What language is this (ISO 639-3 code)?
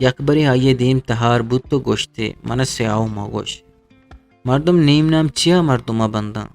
bgp